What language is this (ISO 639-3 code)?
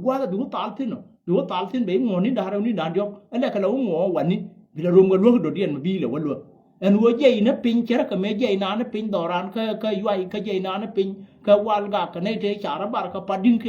nus